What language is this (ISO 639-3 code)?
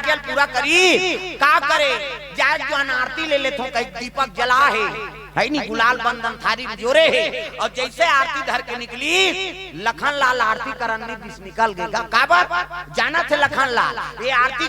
hne